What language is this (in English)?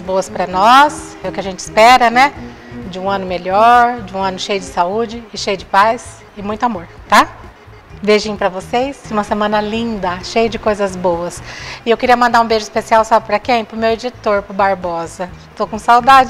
Portuguese